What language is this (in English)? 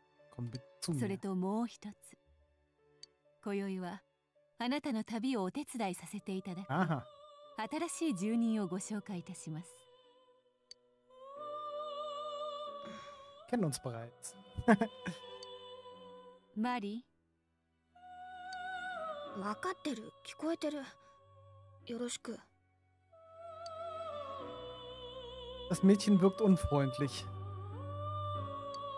Japanese